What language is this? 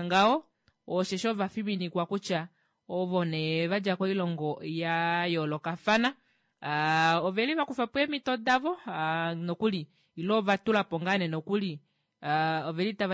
Kuanyama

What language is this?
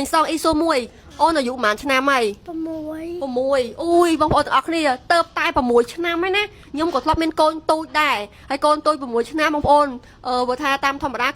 Khmer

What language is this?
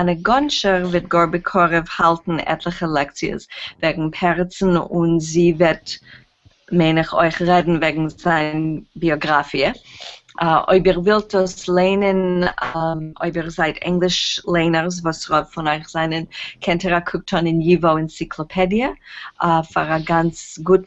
Yiddish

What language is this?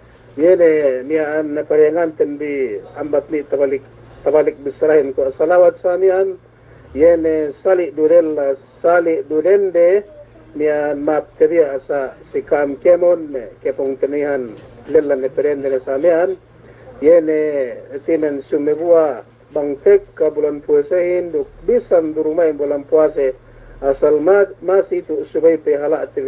Yakan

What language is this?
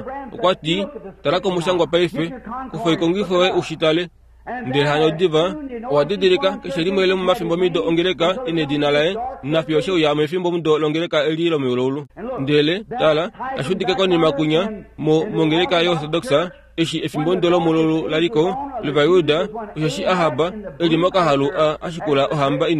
Kuanyama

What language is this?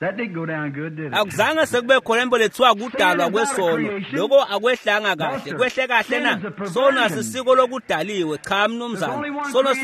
Swati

